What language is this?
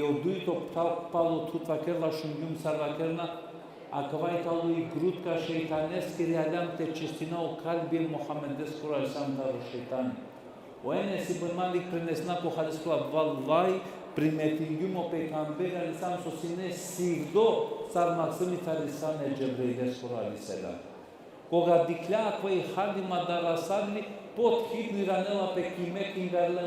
Balkan Romani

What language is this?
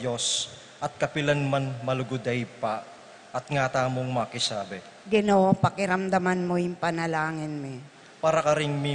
Pampanga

